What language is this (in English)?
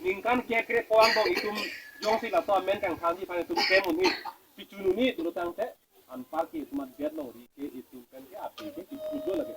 Karbi